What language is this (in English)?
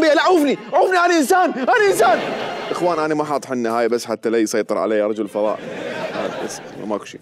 Mesopotamian Arabic